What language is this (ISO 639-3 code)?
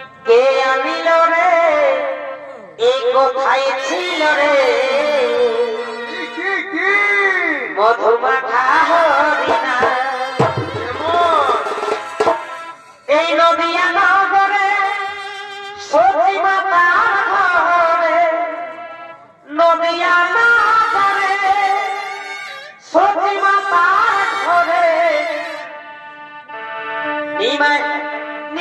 ben